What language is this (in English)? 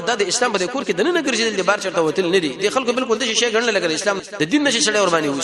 Pashto